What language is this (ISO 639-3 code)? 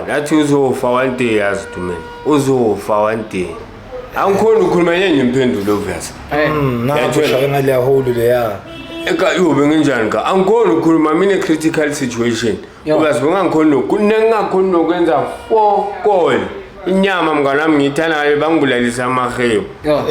zul